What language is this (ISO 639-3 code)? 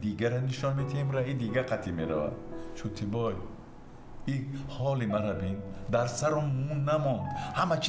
tgk